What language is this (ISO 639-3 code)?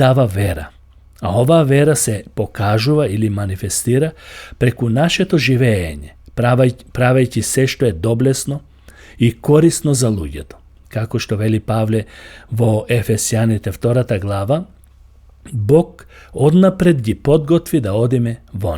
mkd